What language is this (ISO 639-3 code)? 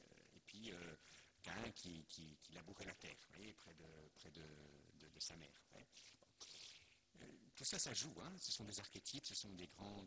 fra